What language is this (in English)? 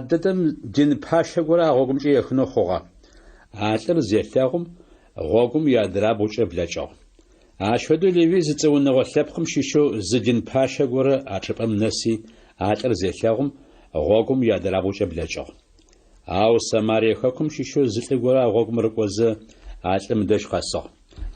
Adyghe